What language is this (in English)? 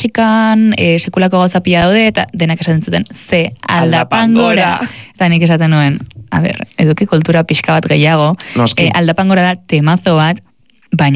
Basque